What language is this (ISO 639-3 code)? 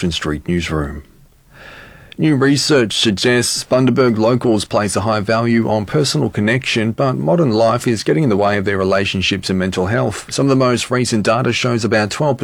eng